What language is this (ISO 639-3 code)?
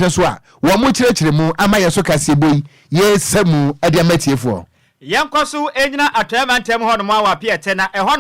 aka